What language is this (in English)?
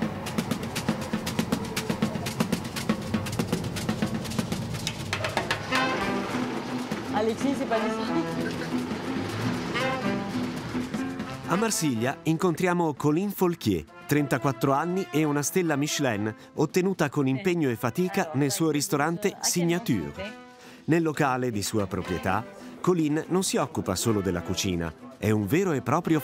Italian